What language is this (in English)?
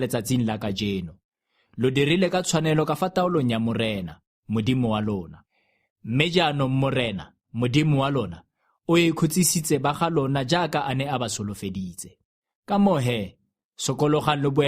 Tswana